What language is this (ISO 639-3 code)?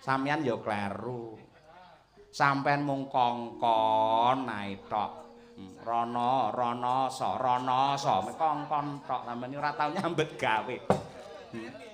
jav